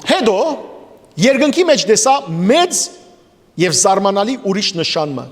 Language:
Western Armenian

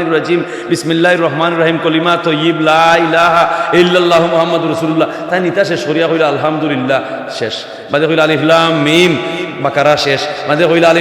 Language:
Sylheti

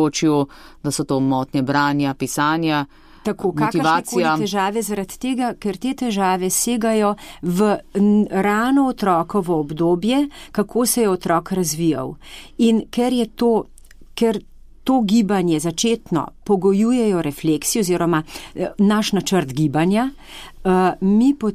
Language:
Slovenian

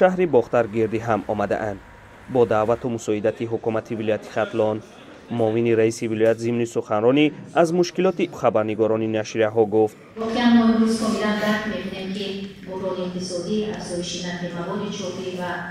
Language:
Tajik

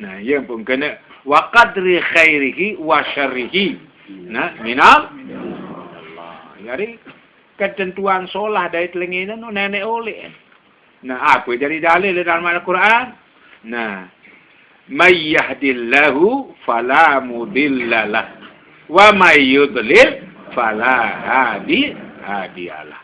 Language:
Sasak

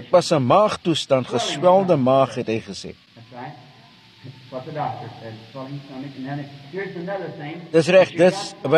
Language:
Afrikaans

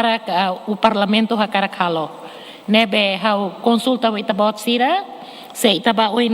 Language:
Tetum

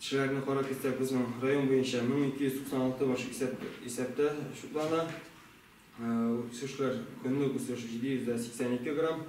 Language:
Tatar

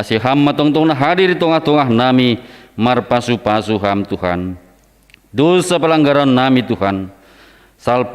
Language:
Batak Simalungun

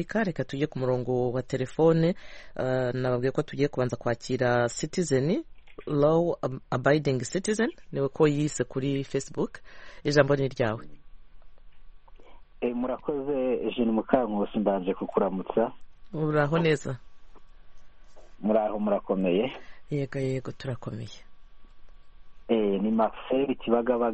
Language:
Kinyarwanda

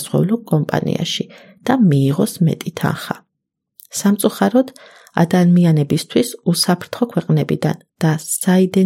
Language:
Georgian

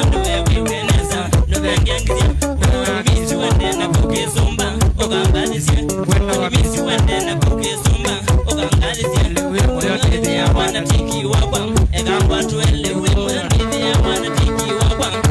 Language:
Kamba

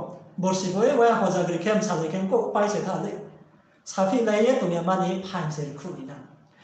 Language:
Riang (India)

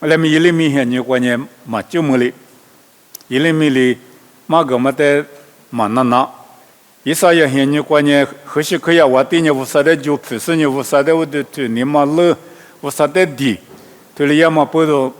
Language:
Lisu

